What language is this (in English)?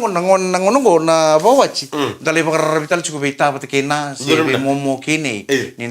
Fijian